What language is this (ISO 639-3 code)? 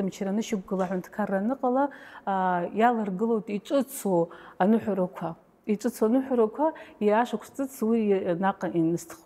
abk